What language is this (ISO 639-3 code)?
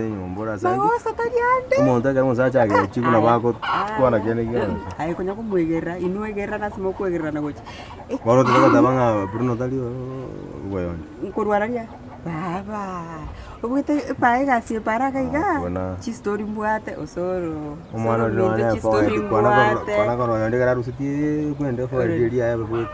guz